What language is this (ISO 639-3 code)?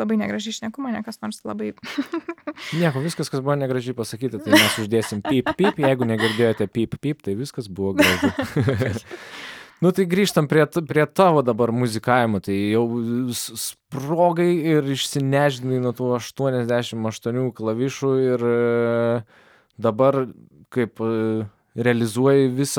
lit